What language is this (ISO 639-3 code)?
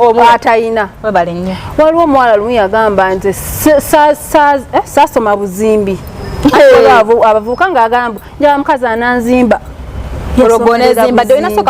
lug